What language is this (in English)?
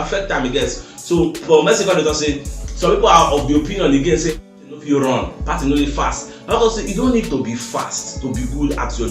Nigerian Pidgin